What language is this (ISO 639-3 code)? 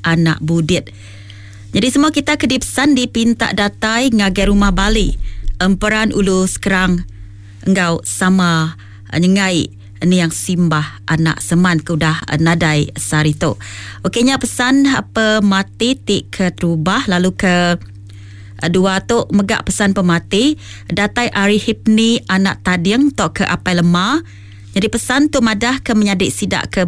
iba